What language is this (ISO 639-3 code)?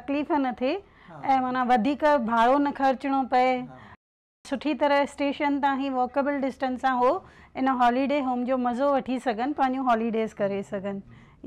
snd